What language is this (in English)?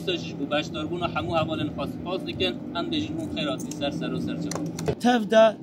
Kurdish